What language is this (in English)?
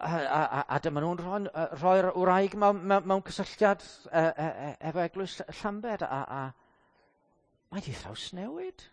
Welsh